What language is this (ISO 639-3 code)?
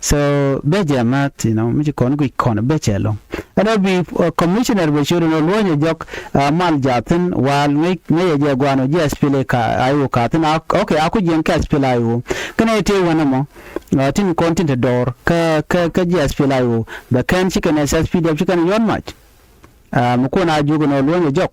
nus